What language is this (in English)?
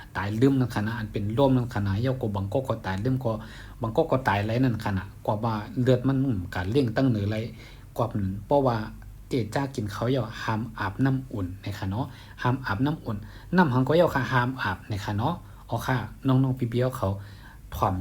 Shan